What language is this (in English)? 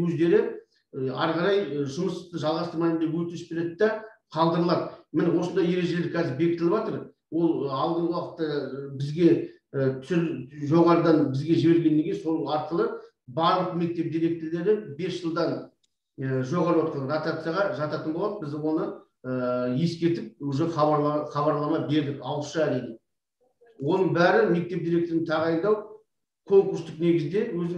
Kazakh